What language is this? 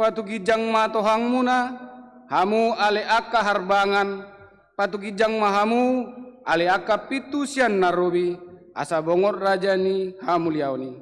Batak Toba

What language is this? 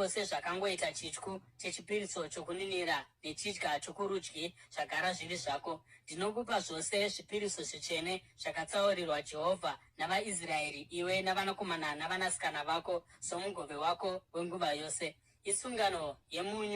Shona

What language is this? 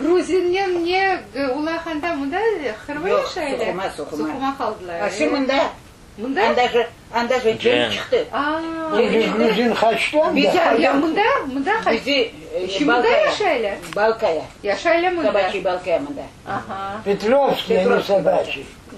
Crimean Tatar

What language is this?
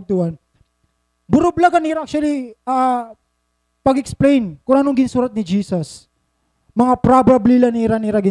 Waray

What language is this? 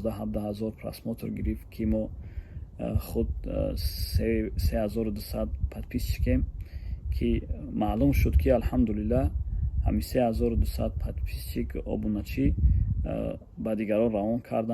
Tajik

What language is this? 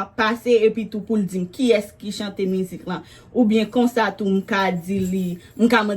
Haitian Creole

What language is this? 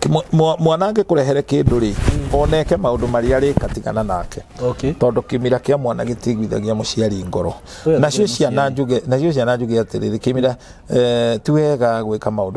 Kikuyu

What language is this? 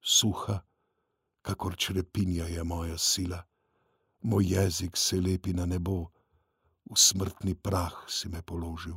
Slovenian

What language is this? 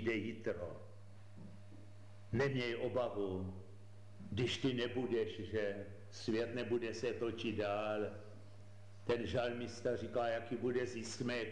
Czech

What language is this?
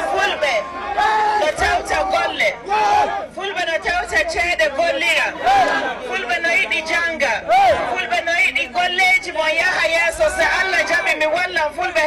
Nigerian Fulfulde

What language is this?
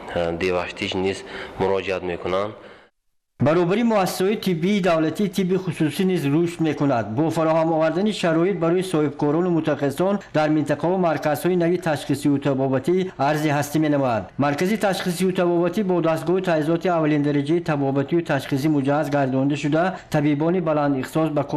Tajik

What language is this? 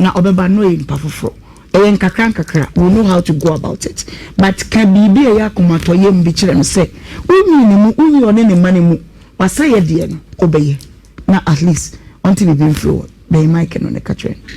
Akan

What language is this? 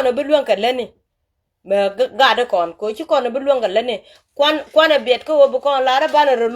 Nuer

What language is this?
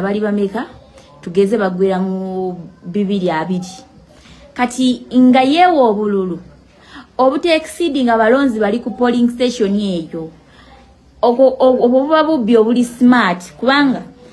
Ganda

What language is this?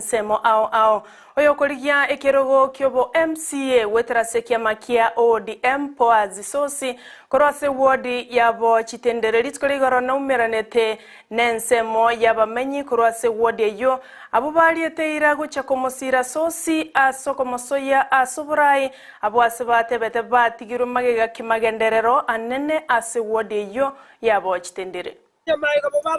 Gusii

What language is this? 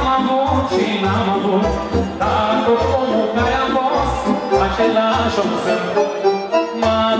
Romanian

